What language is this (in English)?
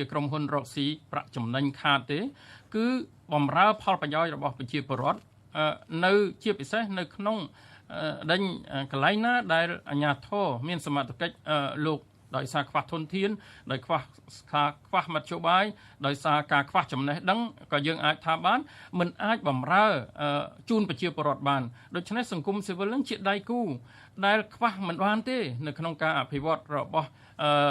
Khmer